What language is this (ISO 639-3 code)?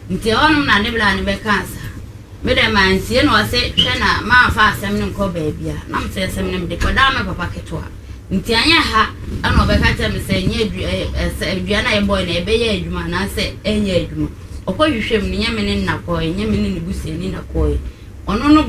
aka